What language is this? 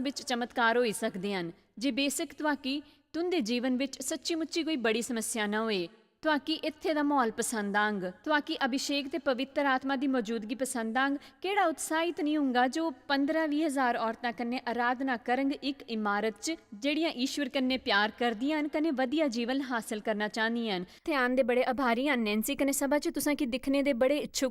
Dogri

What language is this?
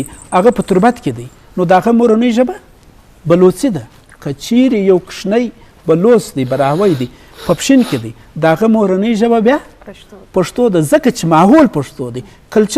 Eastern Balochi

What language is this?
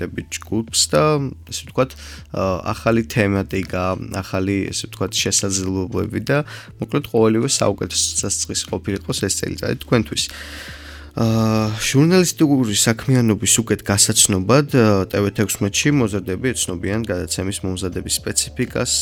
Georgian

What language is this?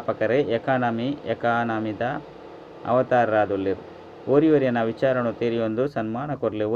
Tulu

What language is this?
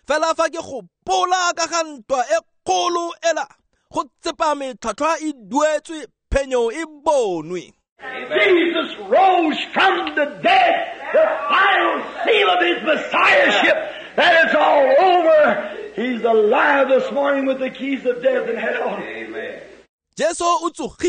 Tswana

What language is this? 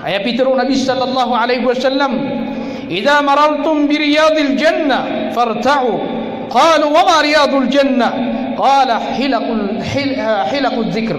Maranao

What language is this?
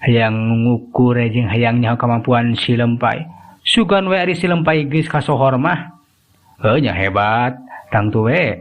Sundanese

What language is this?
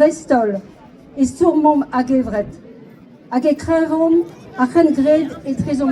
Breton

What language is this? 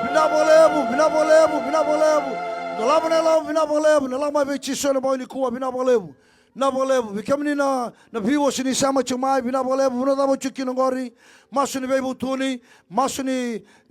Fijian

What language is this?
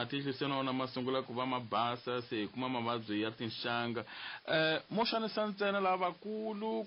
Tsonga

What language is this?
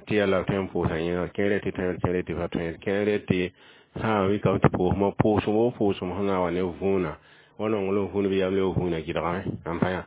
Mossi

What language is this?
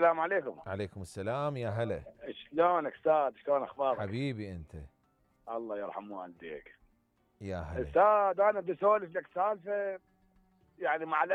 Mesopotamian Arabic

